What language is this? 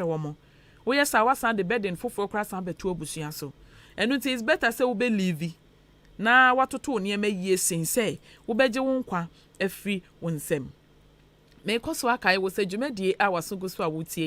Akan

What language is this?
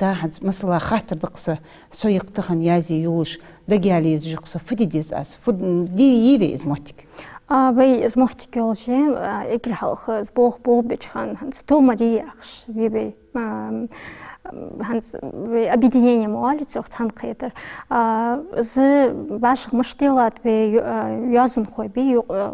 Ingush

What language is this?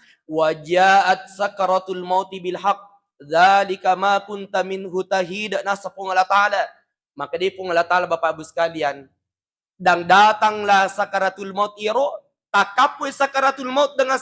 Buginese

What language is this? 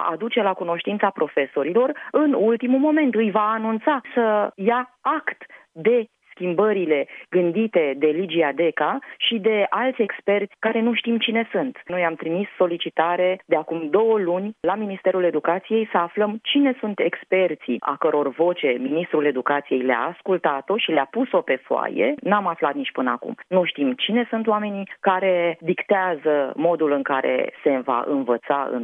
Romanian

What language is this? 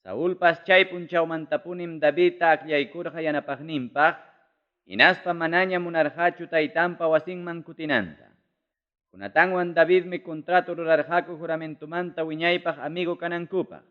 Ayacucho Quechua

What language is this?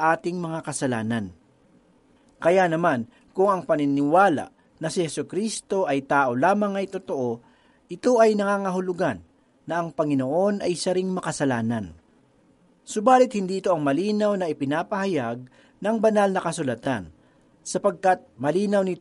Filipino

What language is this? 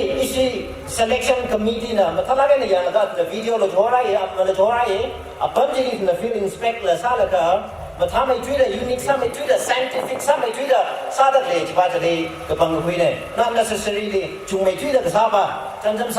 Tangkhul Naga (India)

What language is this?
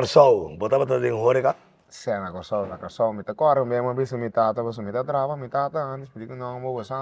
Papiamento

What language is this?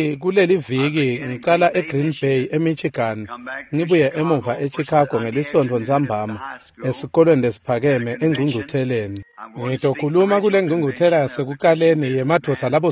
Swati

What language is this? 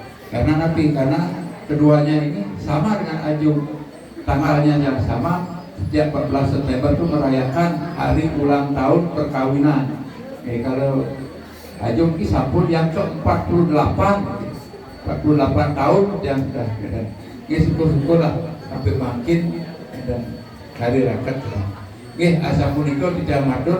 Balinese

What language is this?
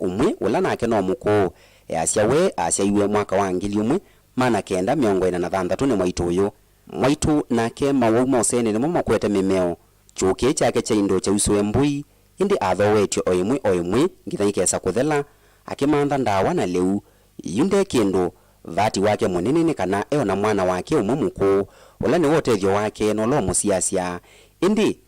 Kamba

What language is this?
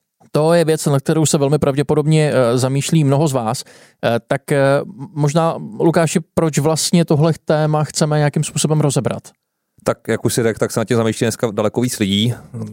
Czech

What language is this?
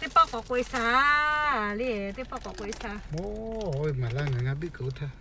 Lahu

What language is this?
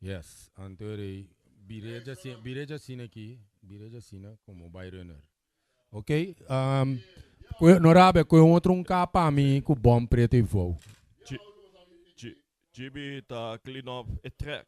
Papiamento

